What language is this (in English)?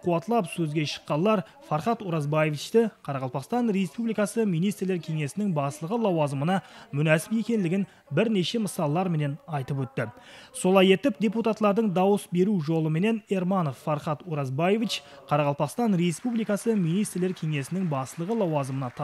Kara-Kalpak